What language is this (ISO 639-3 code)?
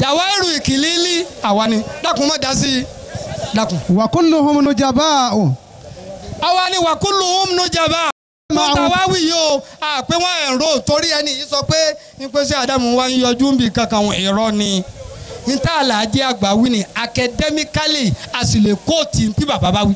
yor